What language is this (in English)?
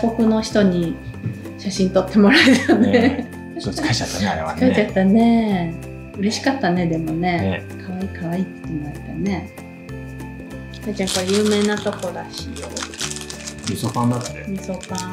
Japanese